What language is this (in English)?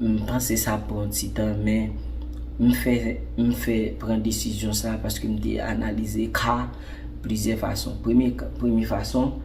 Haitian Creole